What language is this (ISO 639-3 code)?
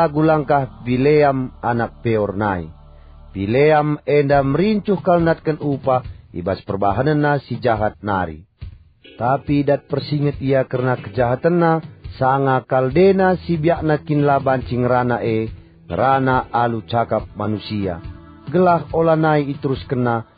btx